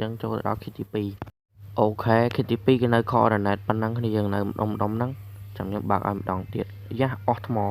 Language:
Khmer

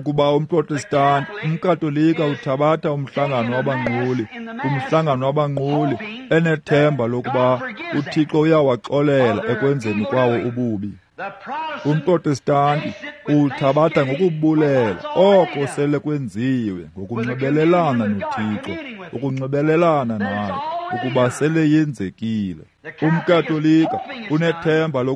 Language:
Xhosa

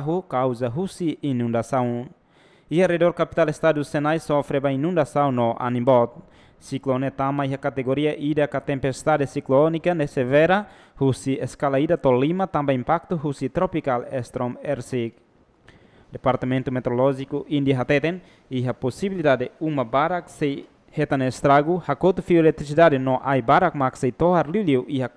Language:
Tetum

